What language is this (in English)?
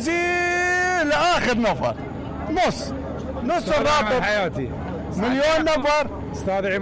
Mesopotamian Arabic